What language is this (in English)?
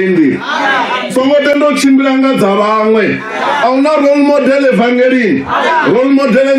Venda